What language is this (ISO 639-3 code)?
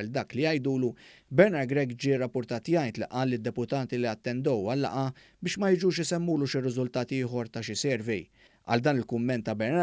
mlt